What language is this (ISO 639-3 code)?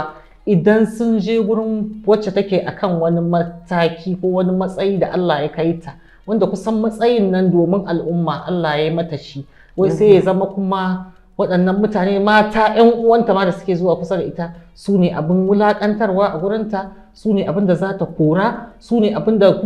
hau